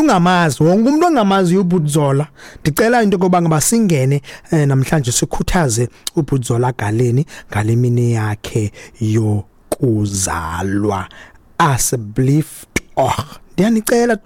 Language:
Xhosa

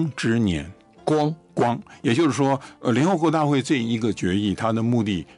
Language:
Chinese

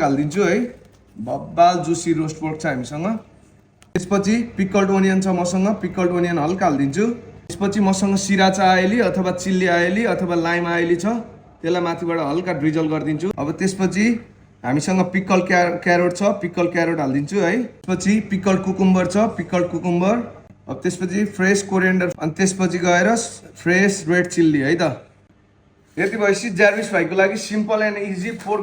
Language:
Nepali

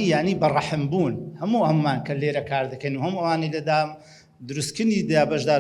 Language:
Central Kurdish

